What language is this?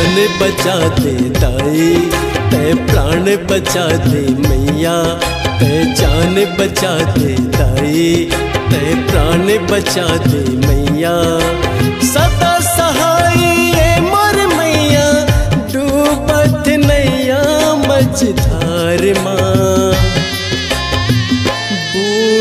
Chhattisgarhi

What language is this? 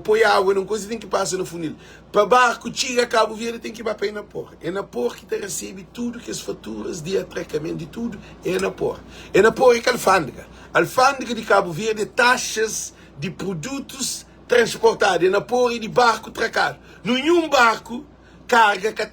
Kabuverdianu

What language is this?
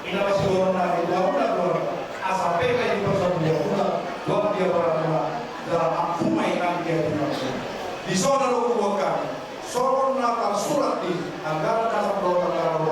Batak Toba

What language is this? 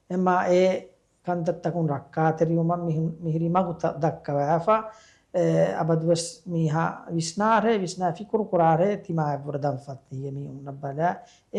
Divehi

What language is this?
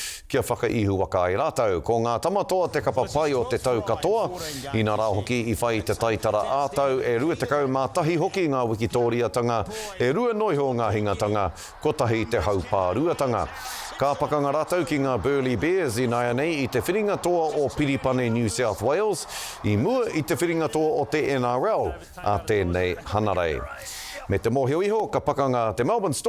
Māori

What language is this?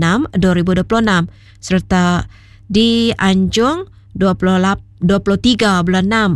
Iban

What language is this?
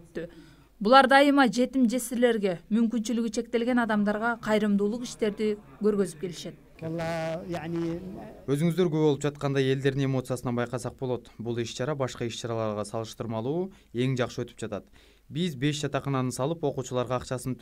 Kyrgyz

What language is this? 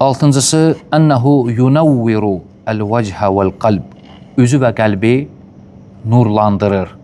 Azerbaijani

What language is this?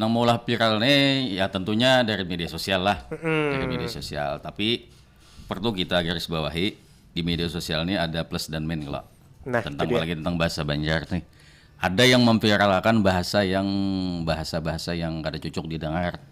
Banjar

